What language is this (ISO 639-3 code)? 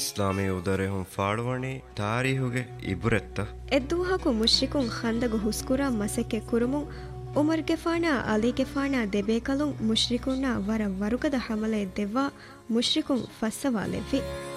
div